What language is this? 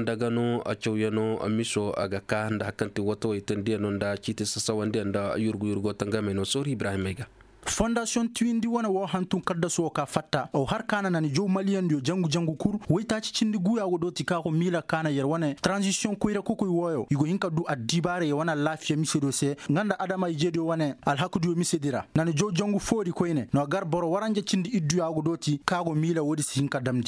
Koyraboro Senni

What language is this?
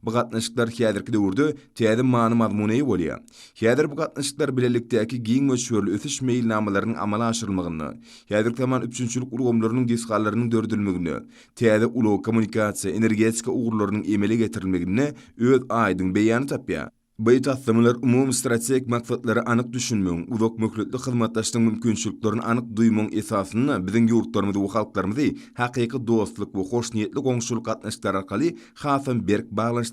Turkmen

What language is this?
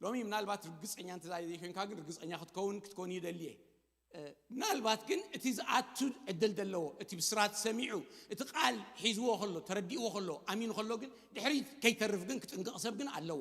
Tigrinya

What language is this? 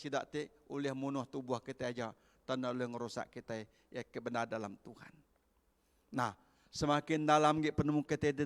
Iban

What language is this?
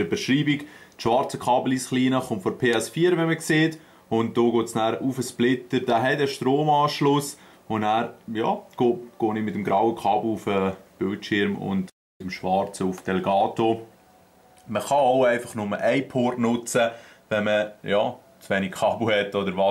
Swiss German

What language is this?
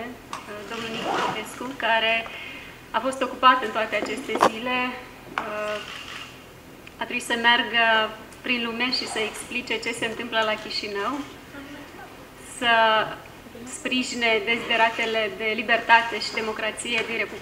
Romanian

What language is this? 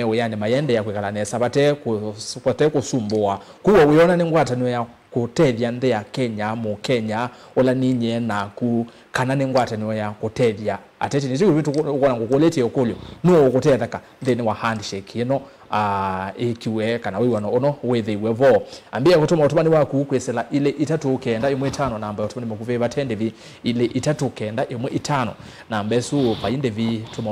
Kamba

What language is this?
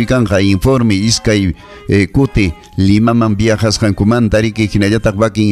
Ayacucho Quechua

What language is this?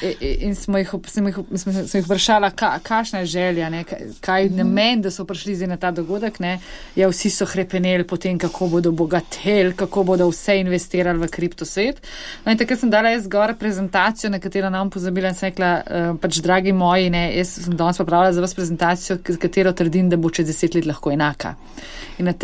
Slovenian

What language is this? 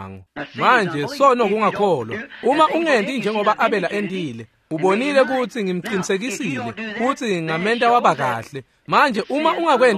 Swati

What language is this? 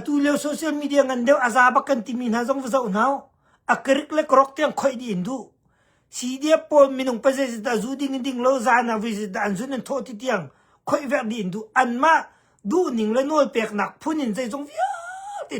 Hakha Chin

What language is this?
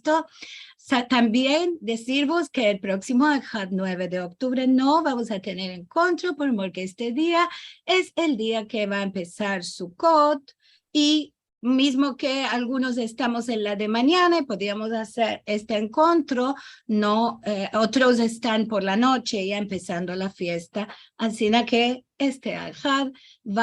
Ladino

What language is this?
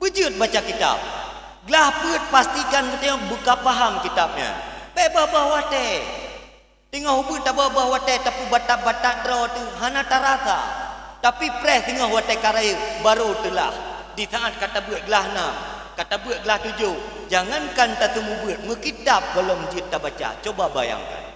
Achinese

